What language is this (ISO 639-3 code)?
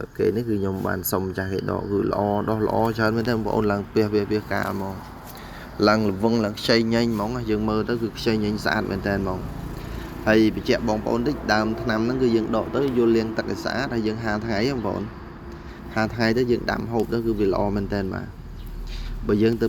khm